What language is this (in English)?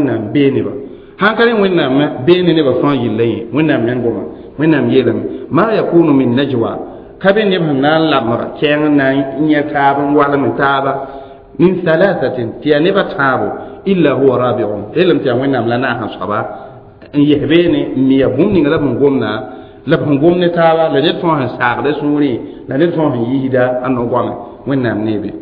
Mossi